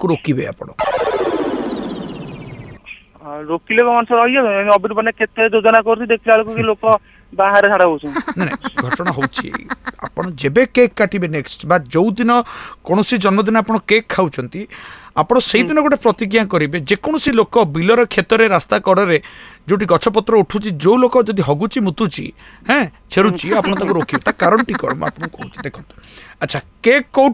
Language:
Odia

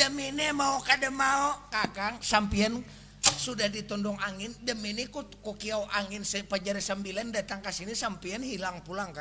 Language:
Banjar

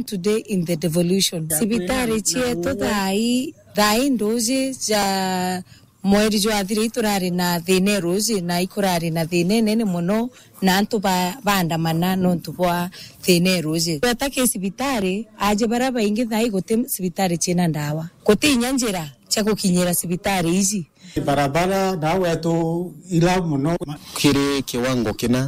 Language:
Meru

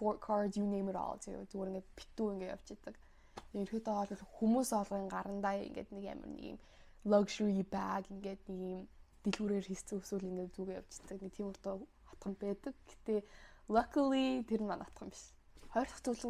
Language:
Mongolian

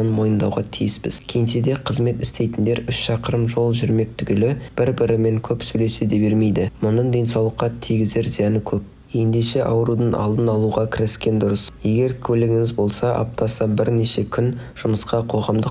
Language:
Kazakh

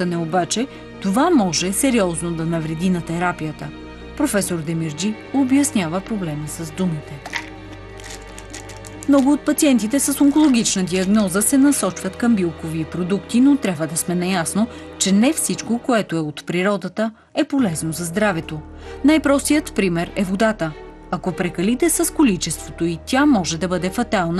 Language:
Bulgarian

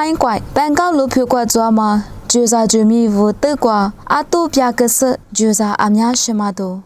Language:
Lisu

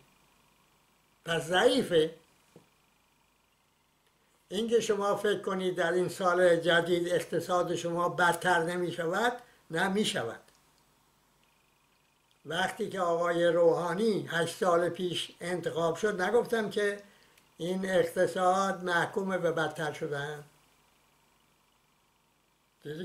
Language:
Persian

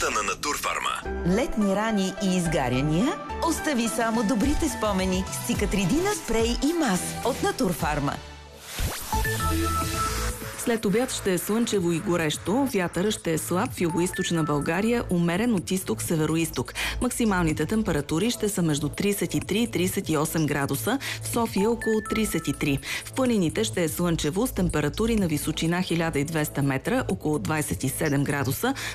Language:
Bulgarian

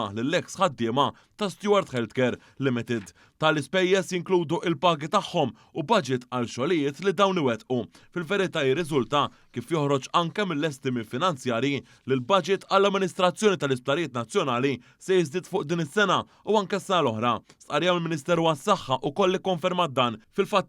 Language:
Maltese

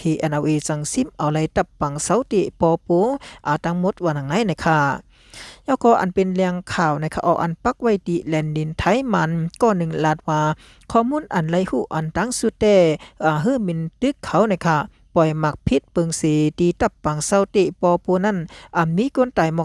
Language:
Shan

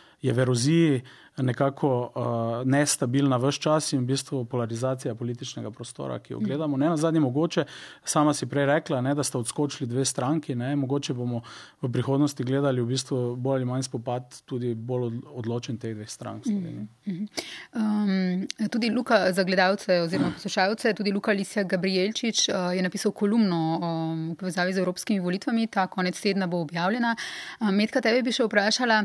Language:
Slovenian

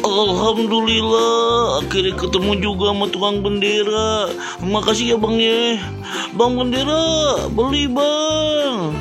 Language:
Betawi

